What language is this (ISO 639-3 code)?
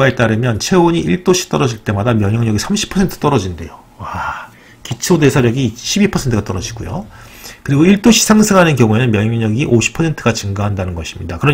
kor